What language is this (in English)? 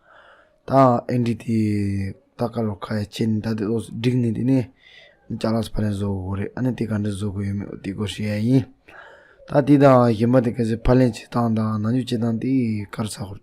Tibetan